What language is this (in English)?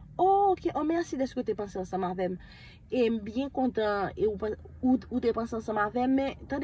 Haitian Creole